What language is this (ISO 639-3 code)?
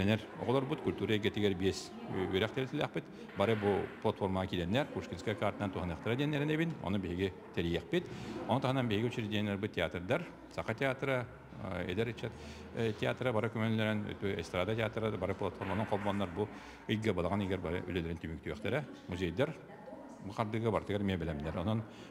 sah